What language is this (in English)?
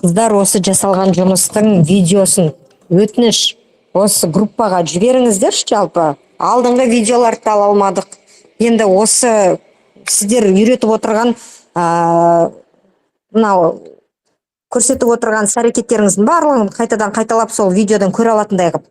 Kazakh